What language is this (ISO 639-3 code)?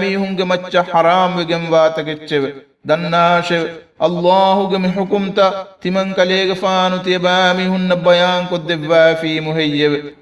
div